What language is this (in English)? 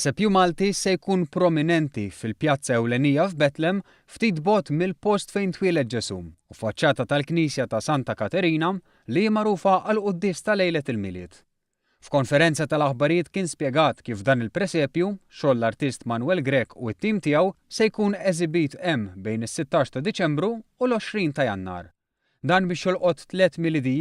Maltese